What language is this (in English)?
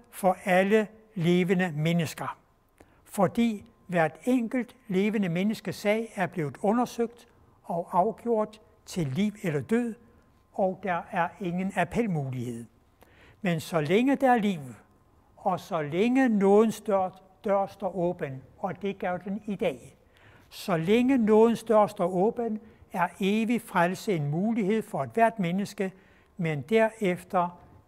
Danish